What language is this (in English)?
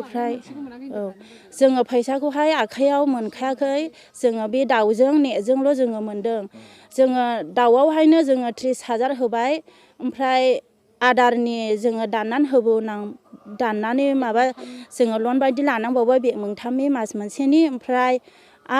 Bodo